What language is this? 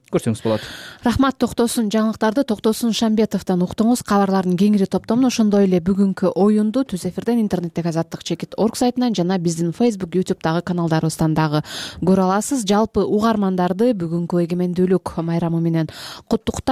Kyrgyz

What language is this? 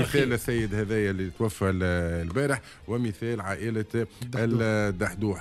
Tunisian Arabic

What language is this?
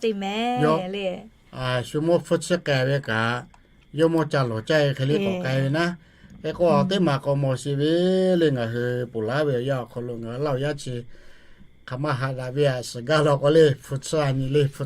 Lahu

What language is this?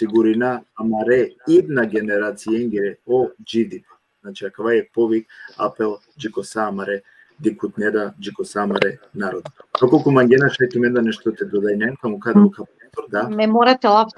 Balkan Romani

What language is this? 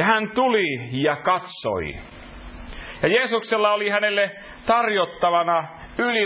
Finnish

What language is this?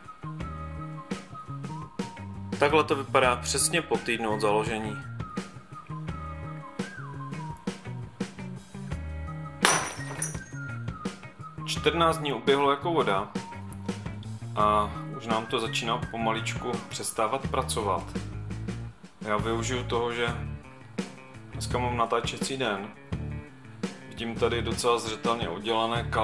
Czech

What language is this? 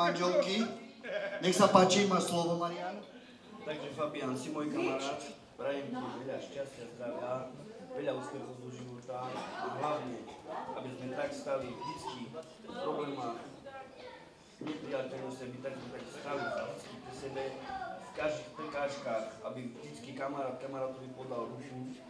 Slovak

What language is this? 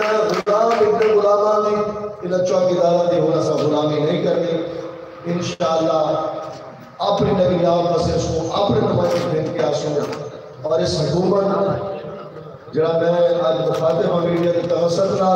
Saraiki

